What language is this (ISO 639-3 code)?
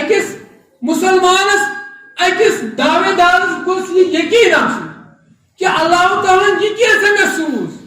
kas